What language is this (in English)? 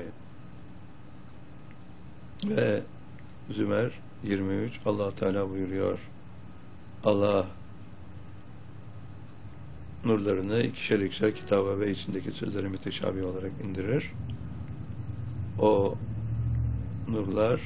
Turkish